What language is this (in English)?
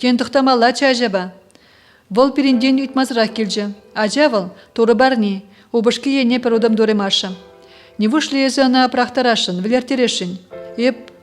Chuvash